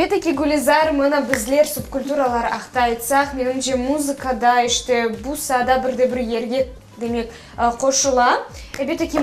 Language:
Crimean Tatar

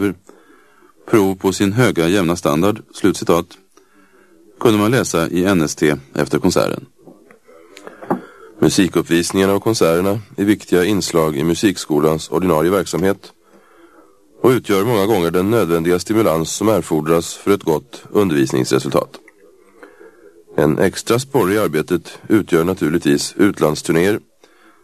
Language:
Swedish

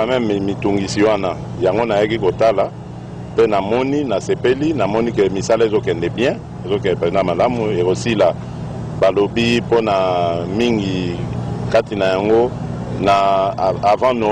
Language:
Lingala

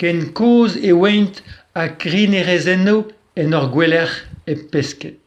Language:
Breton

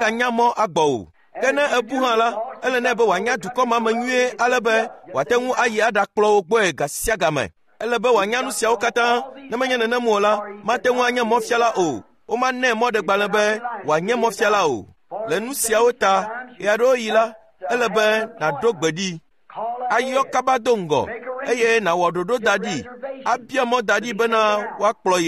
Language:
Ewe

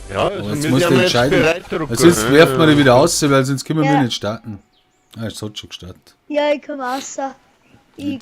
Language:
Bavarian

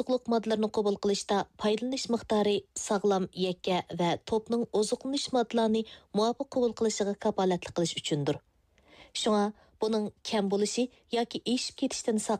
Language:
Uyghur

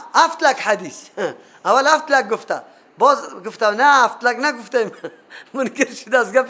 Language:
Persian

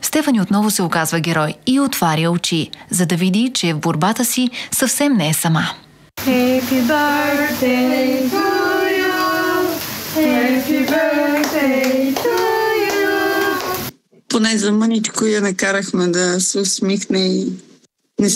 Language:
Bulgarian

